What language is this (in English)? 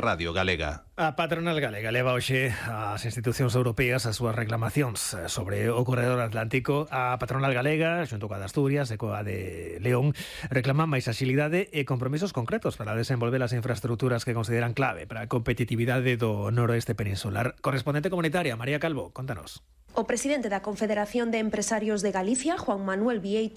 Galician